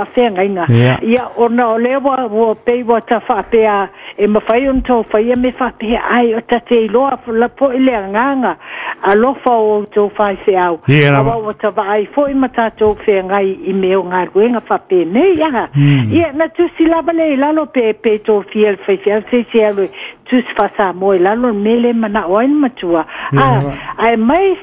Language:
Samoan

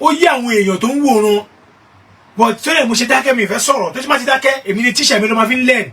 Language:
Yoruba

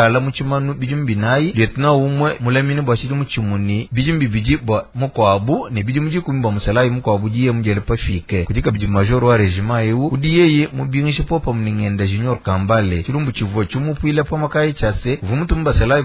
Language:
Luba-Lulua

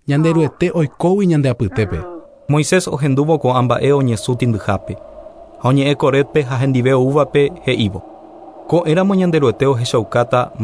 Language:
Guarani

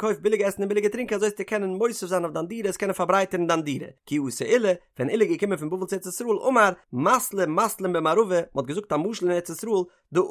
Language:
Yiddish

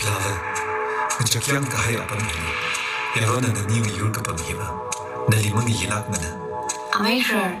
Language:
Tangkhul Naga (India)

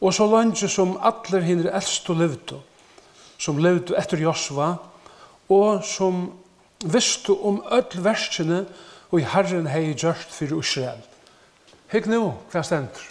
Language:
Faroese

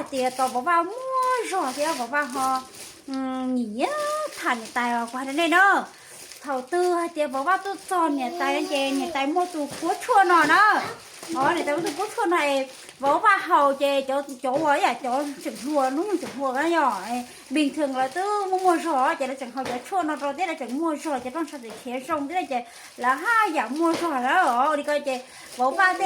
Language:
Hmong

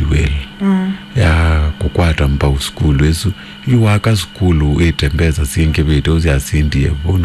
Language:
Kamba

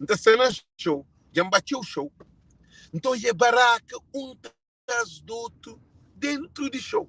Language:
Kabuverdianu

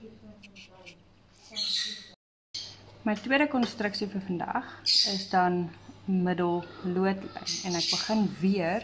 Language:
Afrikaans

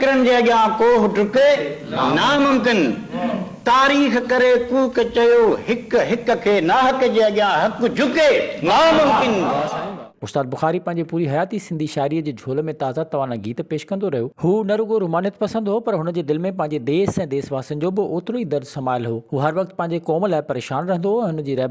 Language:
Sindhi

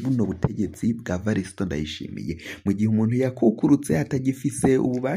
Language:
Rundi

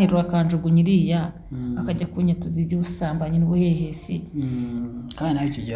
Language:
Kinyarwanda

